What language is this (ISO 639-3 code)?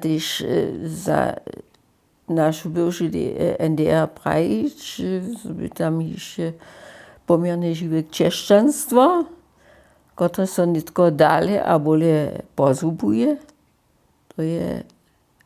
hsb